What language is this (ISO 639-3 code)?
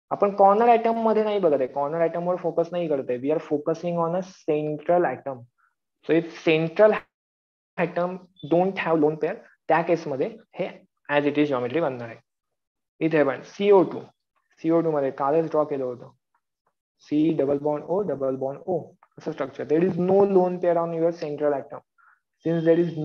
mar